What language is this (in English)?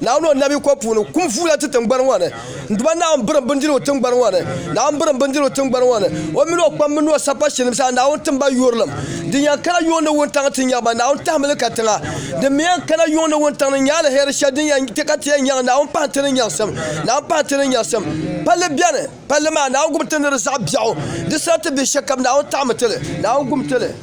Dagbani